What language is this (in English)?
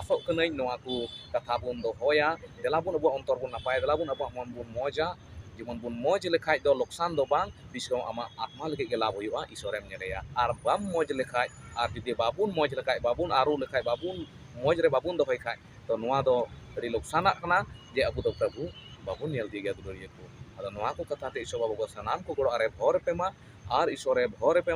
Santali